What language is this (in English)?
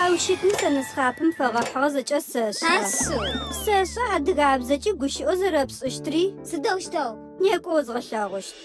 Adyghe